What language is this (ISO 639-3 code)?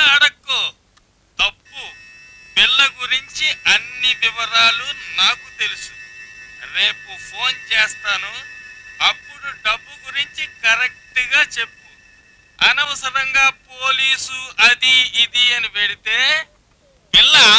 tel